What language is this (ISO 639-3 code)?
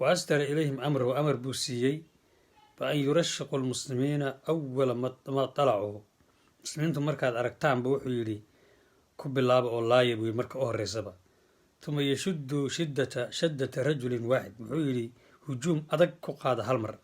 som